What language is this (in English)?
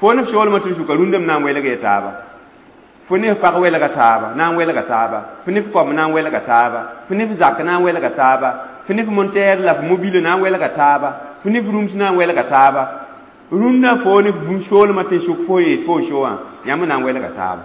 Mossi